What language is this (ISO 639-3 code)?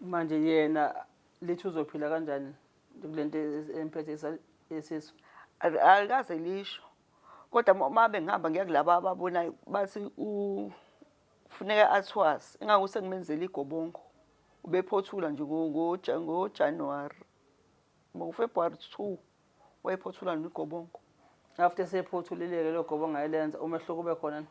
zul